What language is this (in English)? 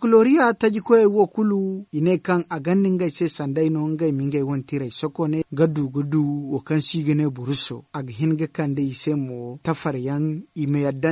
Zarma